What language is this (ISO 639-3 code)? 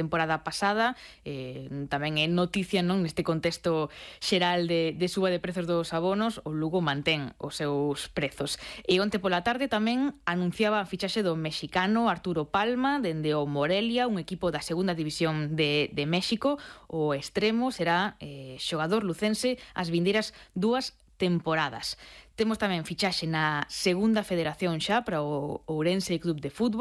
glg